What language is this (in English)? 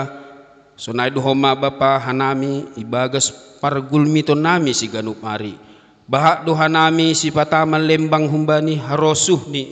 Batak Simalungun